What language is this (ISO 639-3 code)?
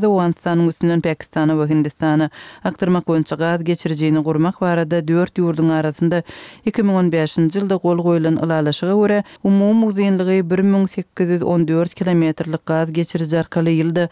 tuk